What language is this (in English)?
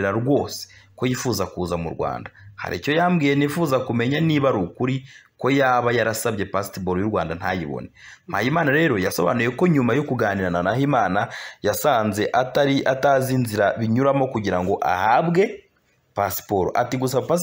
Kinyarwanda